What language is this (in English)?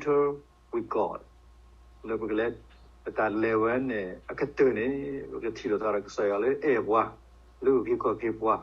S'gaw Karen